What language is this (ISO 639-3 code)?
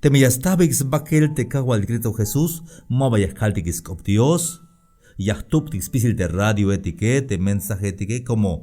tzh